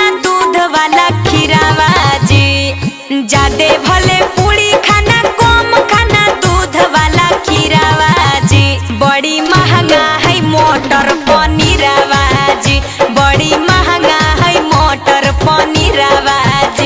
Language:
Magahi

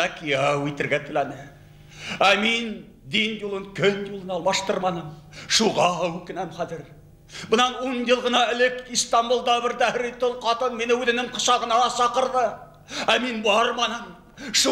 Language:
Bashkir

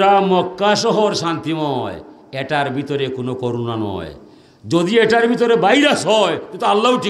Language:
Sylheti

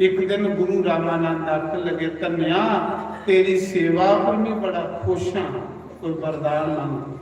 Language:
Dogri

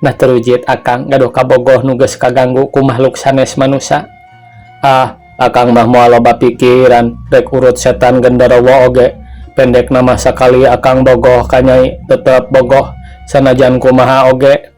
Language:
Sundanese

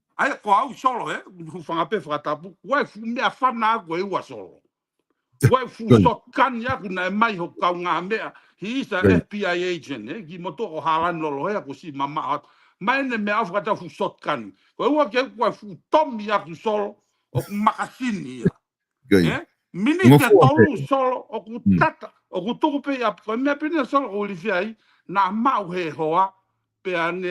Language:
Tongan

